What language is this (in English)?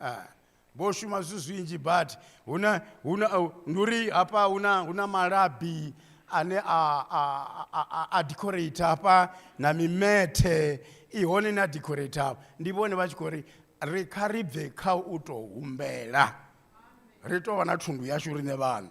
Venda